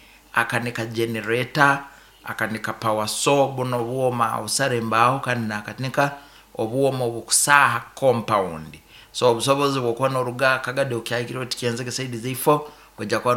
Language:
Nyoro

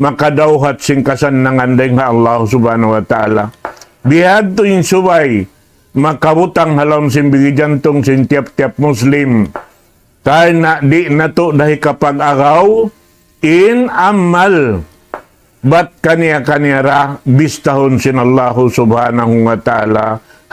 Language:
Tausug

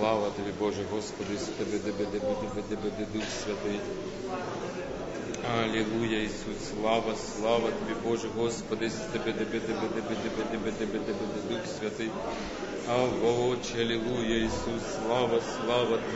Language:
Ukrainian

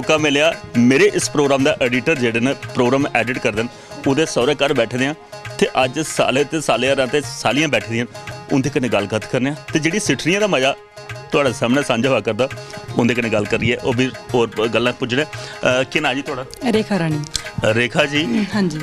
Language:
Dogri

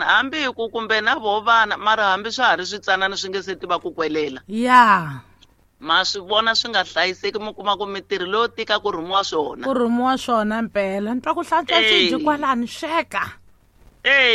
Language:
Tsonga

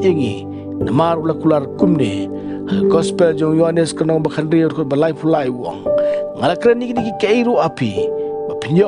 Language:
Khasi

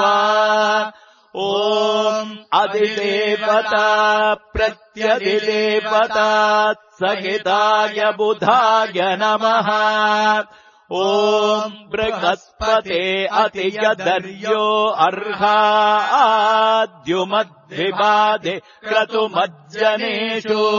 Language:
Sanskrit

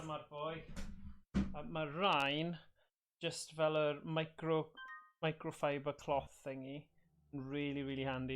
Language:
Welsh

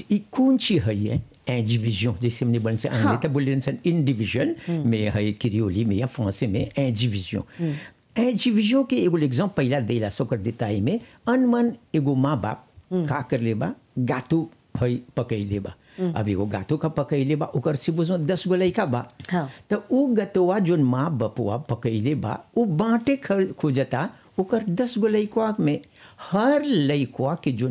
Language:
Bhojpuri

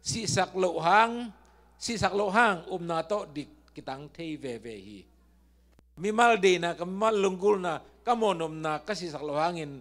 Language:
Tedim Chin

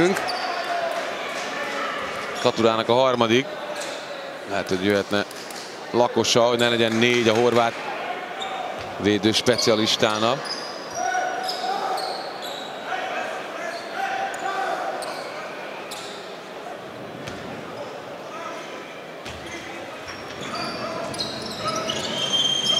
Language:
Hungarian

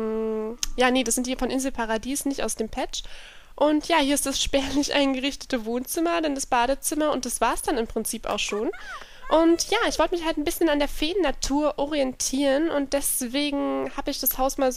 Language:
German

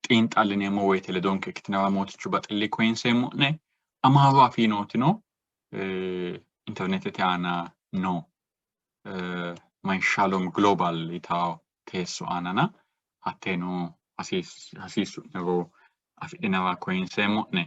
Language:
Sidamo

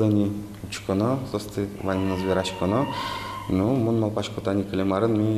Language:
Udmurt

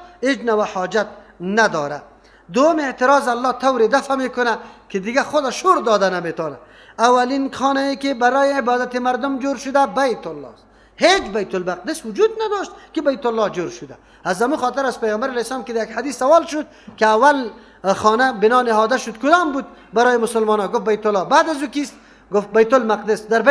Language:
Persian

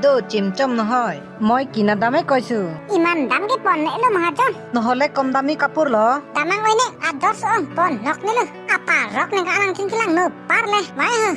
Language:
Karbi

